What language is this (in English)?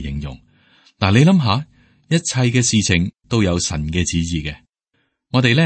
Cantonese